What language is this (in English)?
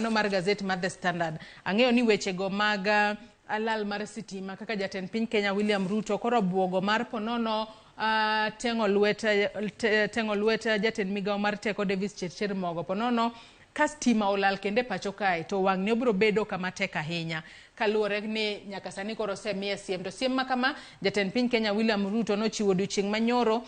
Luo (Kenya and Tanzania)